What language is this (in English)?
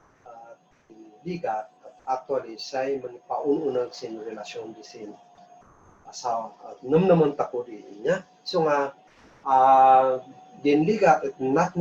Kankanaey